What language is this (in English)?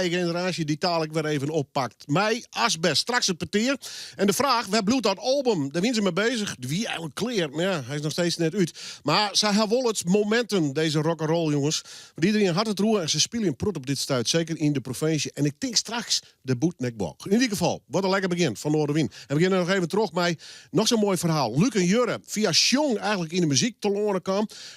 Western Frisian